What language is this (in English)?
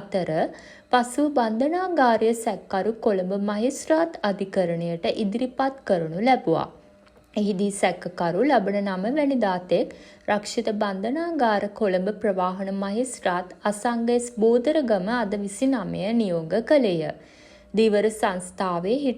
Sinhala